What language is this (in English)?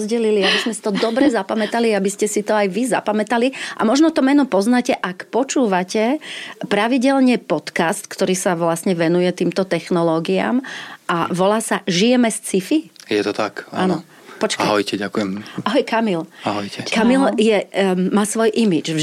Slovak